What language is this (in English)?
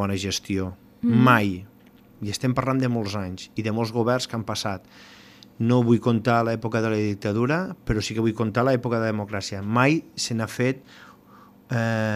Catalan